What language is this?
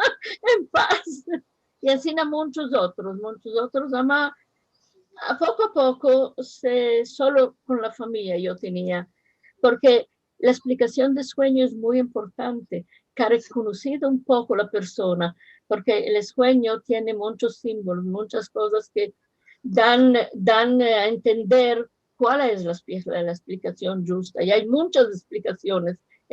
Ladino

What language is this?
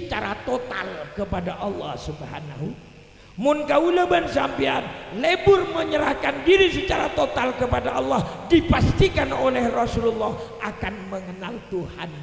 Madurese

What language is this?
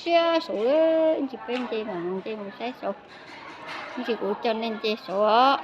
Hmong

